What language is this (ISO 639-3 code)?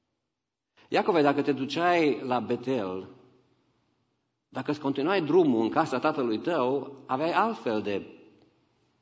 ron